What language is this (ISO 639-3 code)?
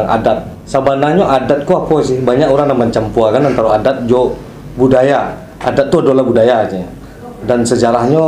min